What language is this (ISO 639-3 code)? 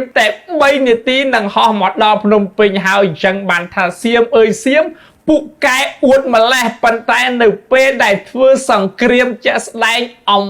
khm